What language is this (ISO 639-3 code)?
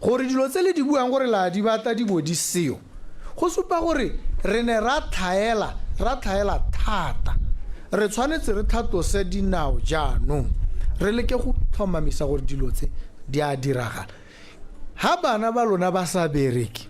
tsn